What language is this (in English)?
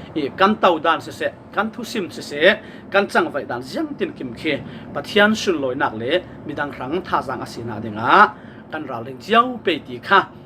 Falam Chin